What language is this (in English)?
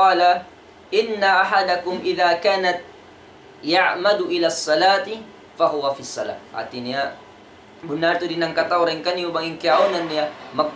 Tausug